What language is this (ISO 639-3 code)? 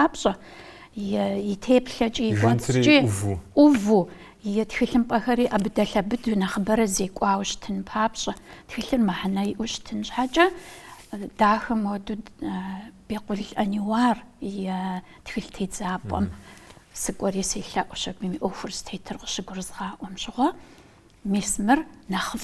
kbd